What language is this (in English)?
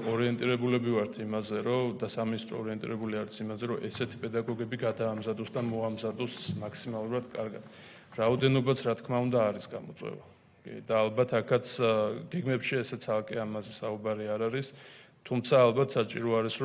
Georgian